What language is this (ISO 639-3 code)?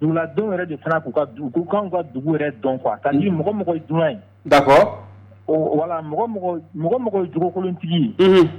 bam